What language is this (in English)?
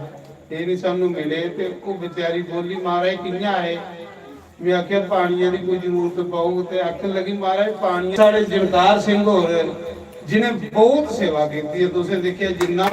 Dogri